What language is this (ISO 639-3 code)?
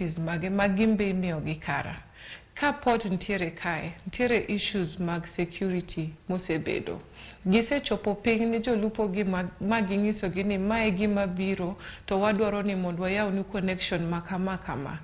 luo